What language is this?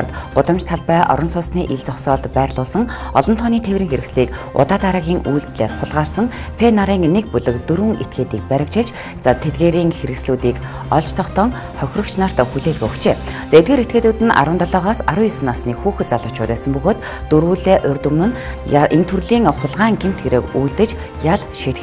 Mongolian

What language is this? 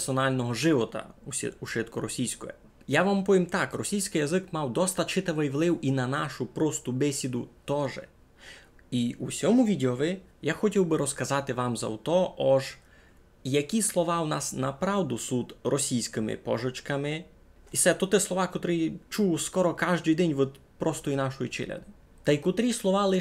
Rusyn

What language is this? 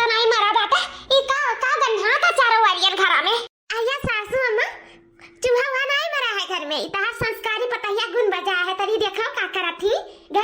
Awadhi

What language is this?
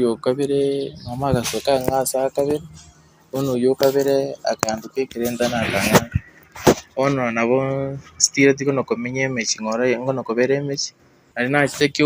Gusii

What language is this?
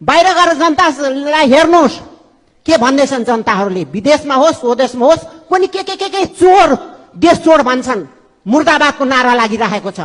Nepali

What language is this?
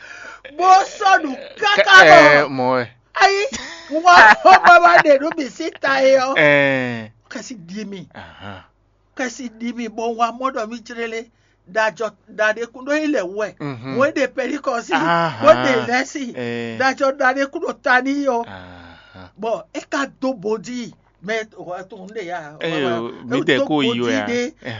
Fon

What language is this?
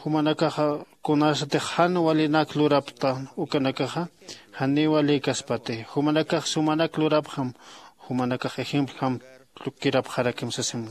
Aymara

